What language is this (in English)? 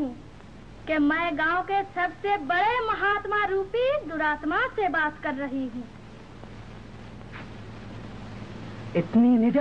Hindi